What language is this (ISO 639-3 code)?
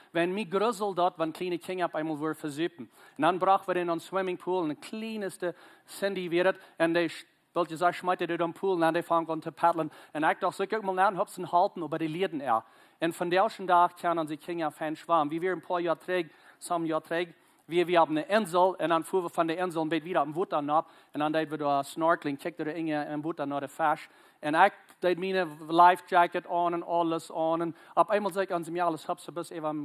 pdt